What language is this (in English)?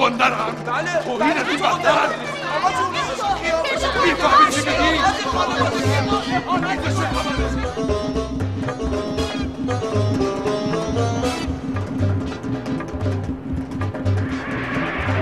Persian